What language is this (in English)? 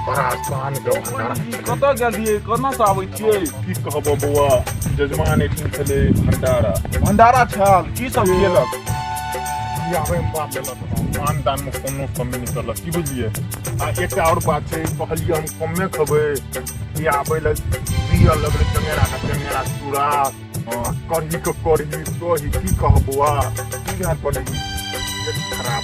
Maithili